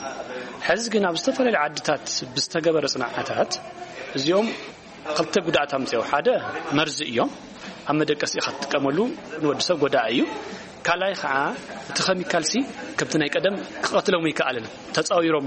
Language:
Tigrinya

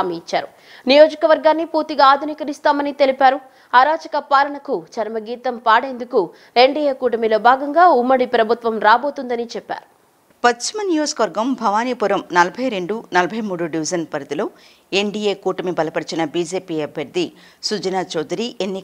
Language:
Telugu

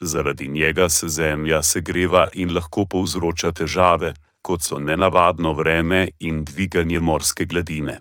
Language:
Slovenian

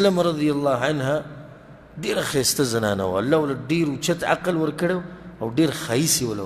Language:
Pashto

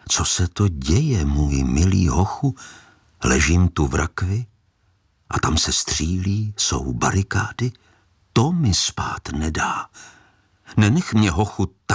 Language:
Czech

